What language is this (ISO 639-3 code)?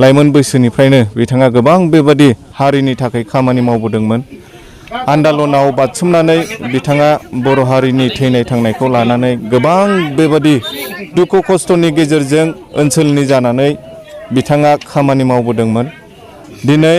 brx